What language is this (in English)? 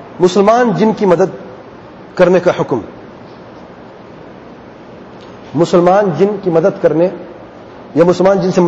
Urdu